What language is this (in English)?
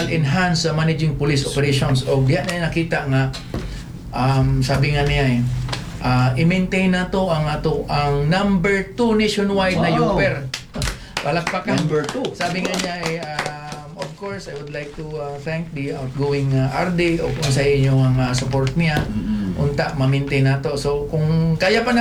Cebuano